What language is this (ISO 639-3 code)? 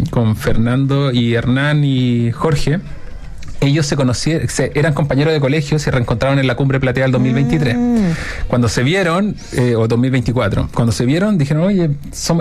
spa